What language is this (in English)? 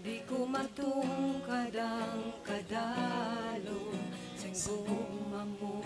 Hiligaynon